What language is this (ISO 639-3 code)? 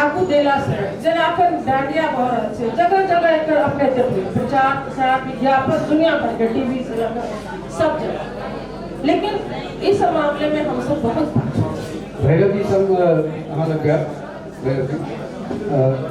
mai